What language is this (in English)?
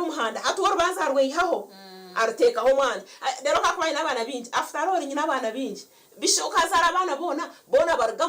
Nyankole